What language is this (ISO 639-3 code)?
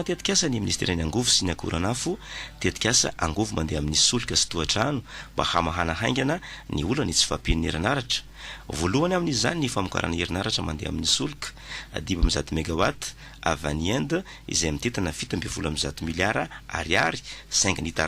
mlg